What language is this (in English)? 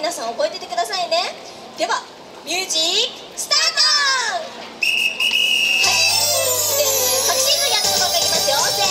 Japanese